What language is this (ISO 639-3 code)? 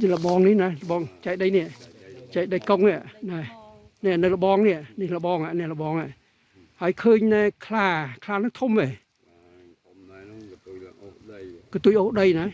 khm